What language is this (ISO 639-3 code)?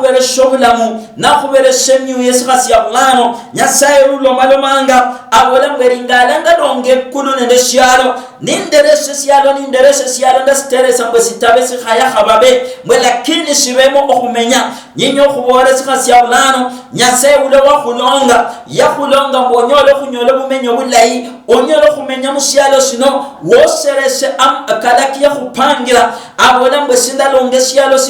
luy